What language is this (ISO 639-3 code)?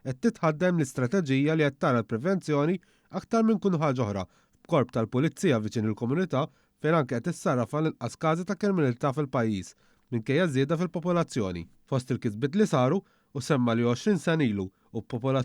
mlt